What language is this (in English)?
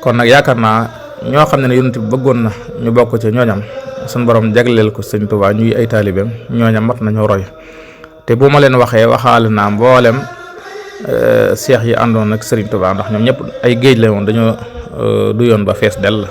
Wolof